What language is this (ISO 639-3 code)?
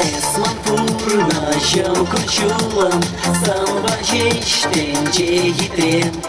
chv